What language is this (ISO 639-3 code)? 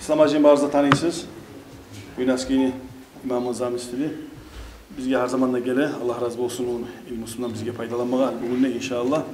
kum